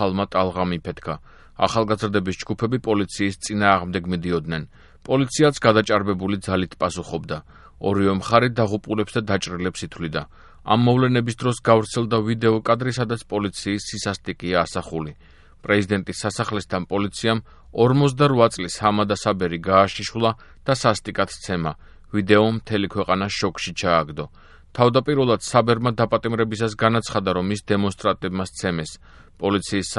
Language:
Georgian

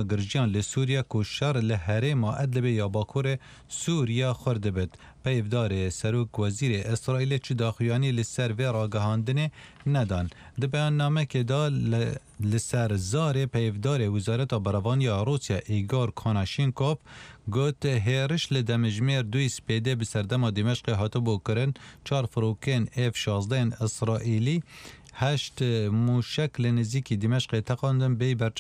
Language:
Central Kurdish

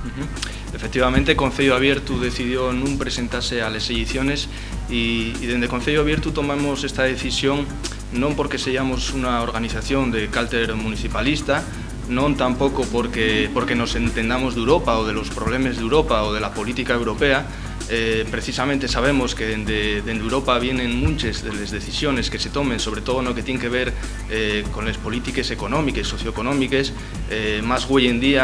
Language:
Asturian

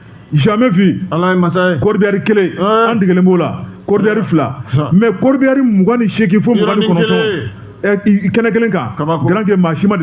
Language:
Bambara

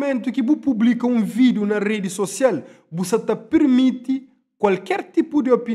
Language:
Kabuverdianu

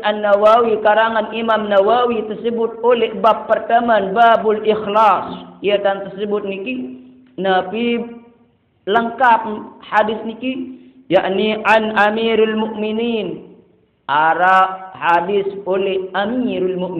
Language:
Sasak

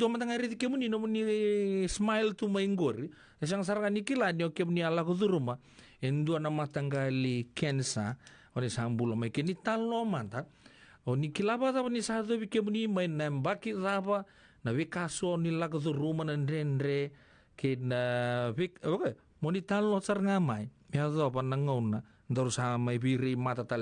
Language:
Fijian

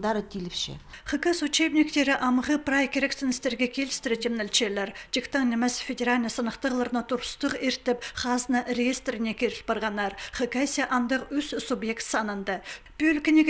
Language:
Khakas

